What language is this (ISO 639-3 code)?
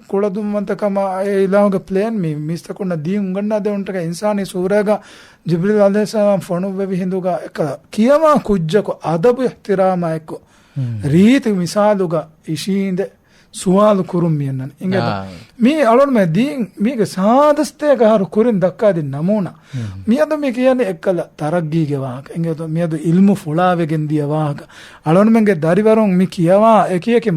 div